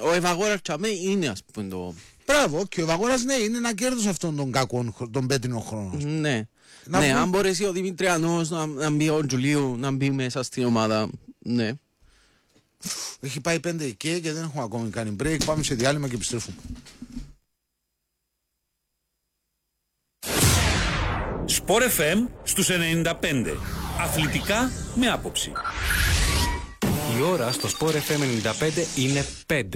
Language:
Greek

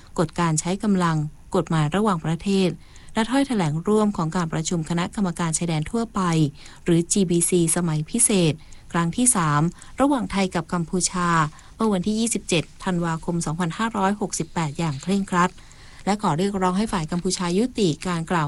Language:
Thai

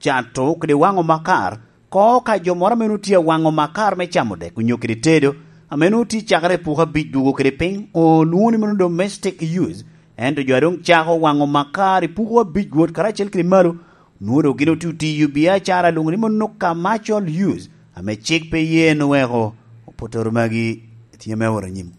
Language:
Lango (Uganda)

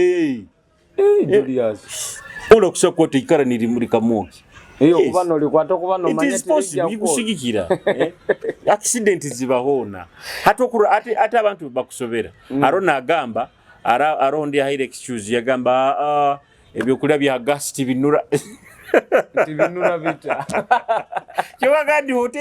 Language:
Nyoro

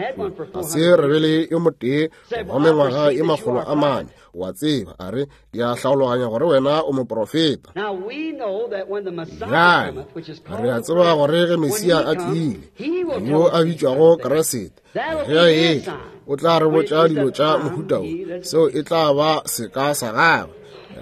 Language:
Northern Sotho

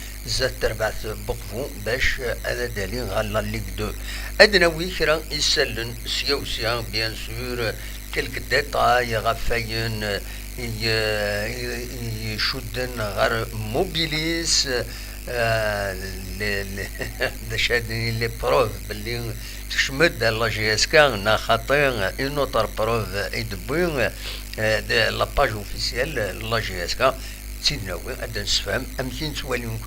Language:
Kabyle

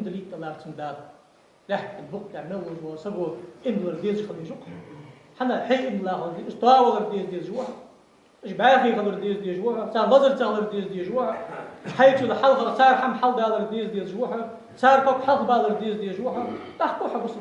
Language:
Ingush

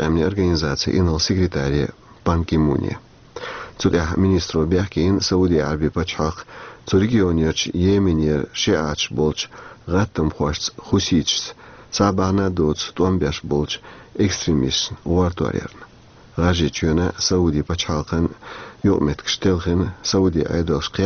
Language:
Chechen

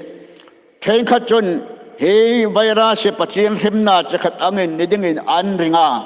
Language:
Hmar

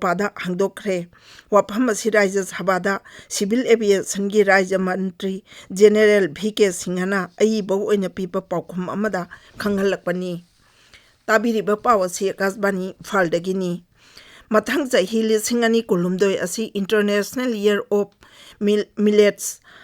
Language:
Manipuri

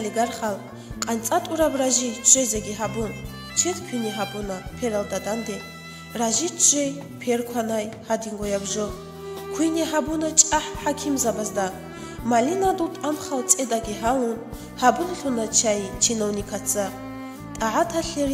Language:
Avaric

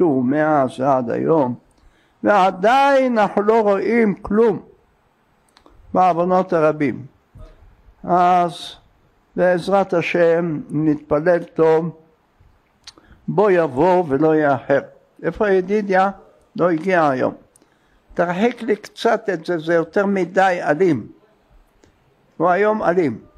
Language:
Hebrew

